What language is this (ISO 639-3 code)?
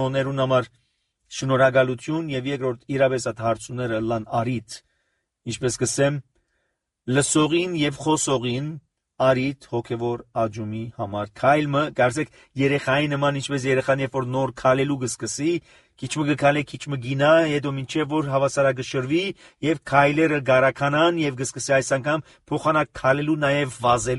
hye